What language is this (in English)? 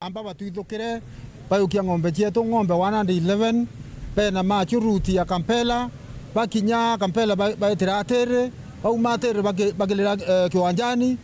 Meru